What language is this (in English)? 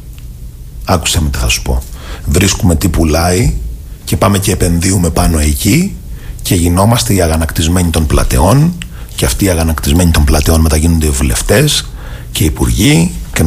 Greek